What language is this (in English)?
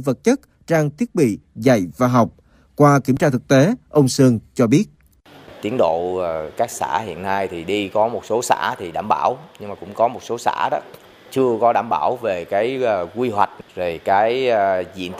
Vietnamese